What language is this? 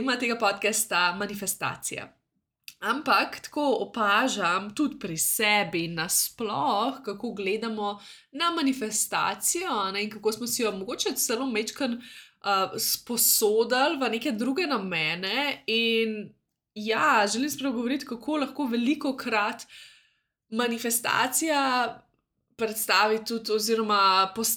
Slovenian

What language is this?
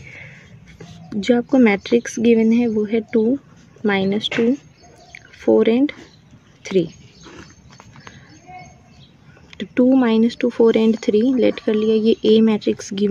Hindi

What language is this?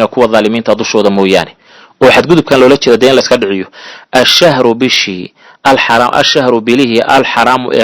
Somali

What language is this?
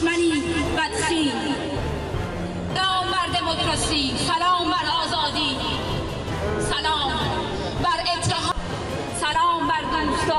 Persian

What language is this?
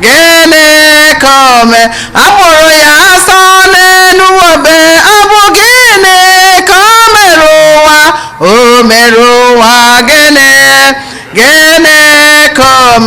Igbo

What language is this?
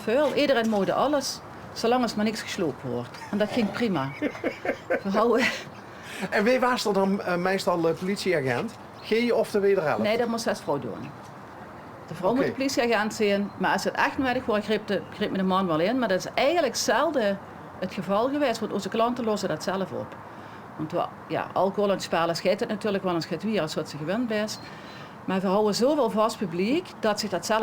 Limburgish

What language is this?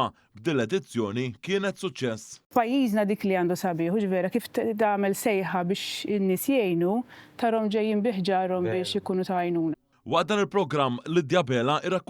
Maltese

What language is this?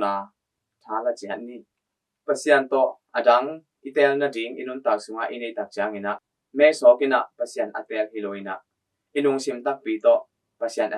Tedim Chin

